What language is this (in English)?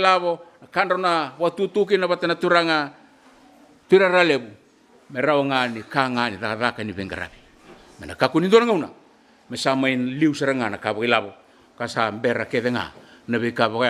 Fijian